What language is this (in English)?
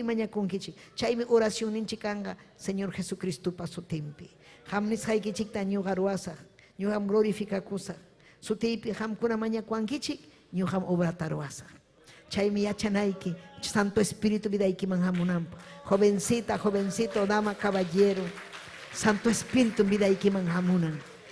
Ayacucho Quechua